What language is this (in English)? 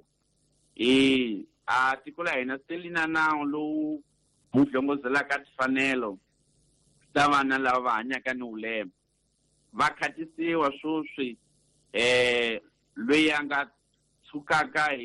Tsonga